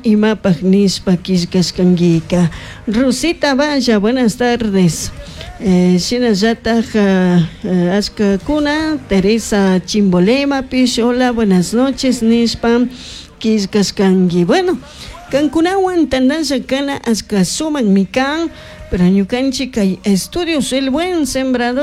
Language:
Chimborazo Highland Quichua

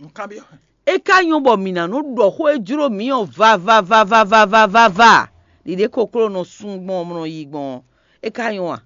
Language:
Fon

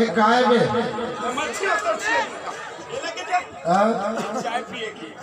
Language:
Chhattisgarhi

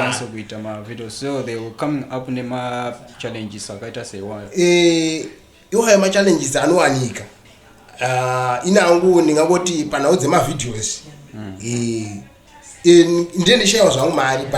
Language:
Shona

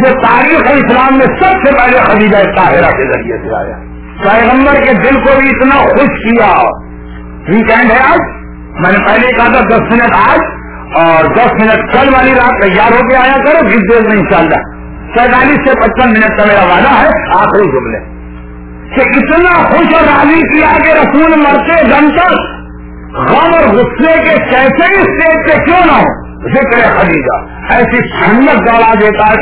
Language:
Urdu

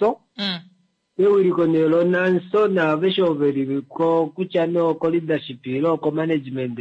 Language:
Kuanyama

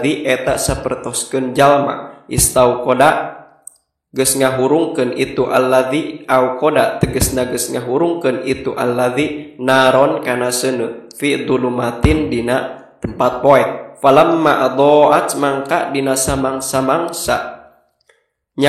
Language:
Sundanese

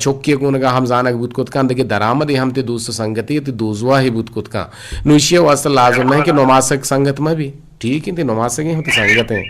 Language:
Eastern Balochi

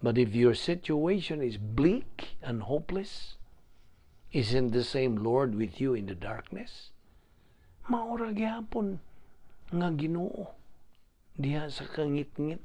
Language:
Cebuano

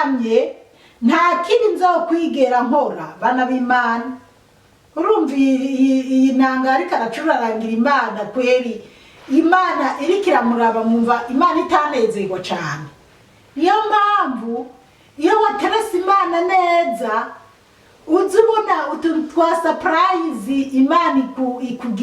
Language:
Rundi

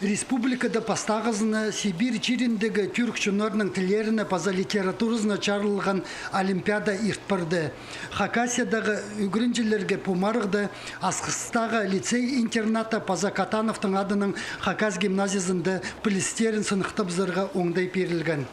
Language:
Khakas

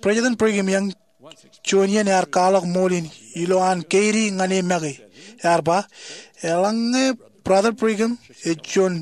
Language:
Marshallese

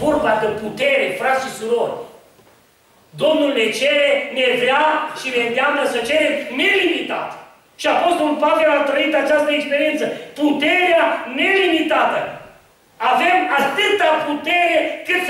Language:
Romanian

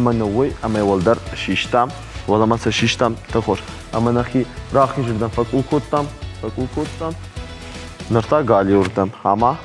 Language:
Ossetic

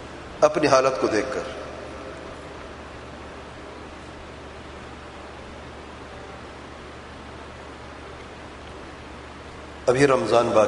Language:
Urdu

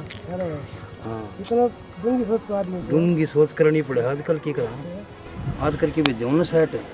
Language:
Haryanvi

